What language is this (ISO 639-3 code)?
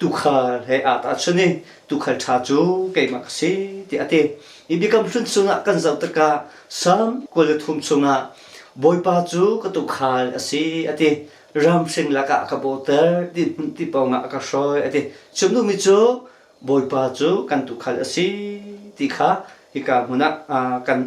cnh